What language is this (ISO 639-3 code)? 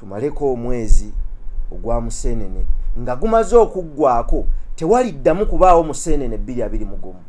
lug